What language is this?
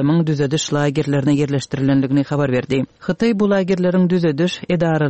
Turkmen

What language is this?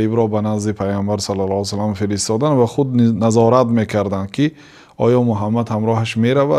Tajik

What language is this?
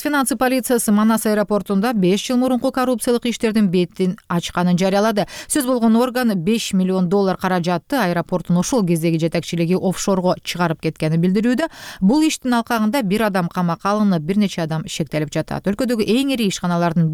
Kyrgyz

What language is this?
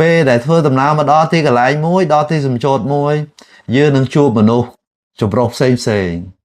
Khmer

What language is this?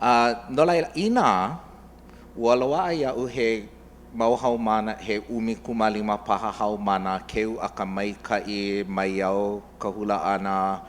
Hawaiian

